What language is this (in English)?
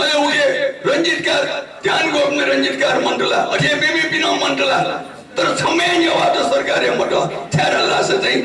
Newari